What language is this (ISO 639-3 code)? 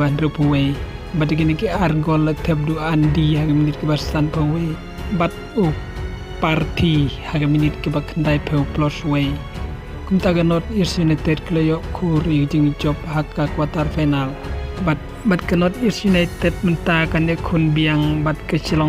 kha